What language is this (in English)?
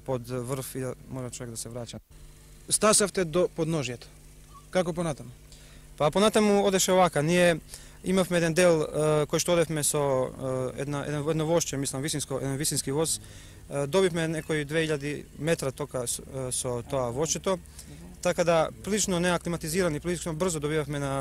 Macedonian